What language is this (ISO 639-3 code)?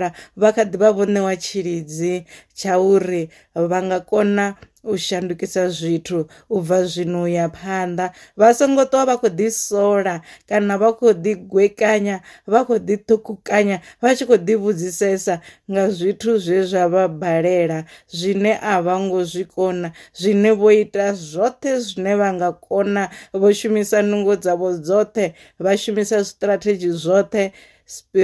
ven